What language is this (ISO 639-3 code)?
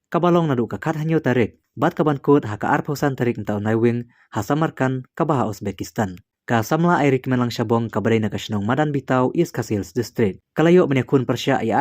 kha